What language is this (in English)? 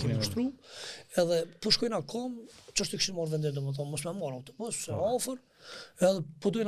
Albanian